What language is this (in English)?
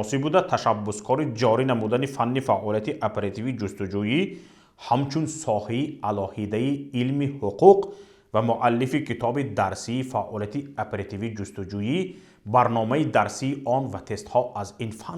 Tajik